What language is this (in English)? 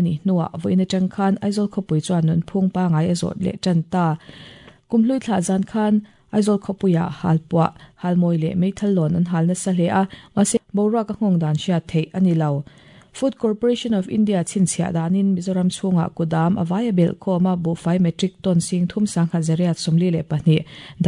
Mizo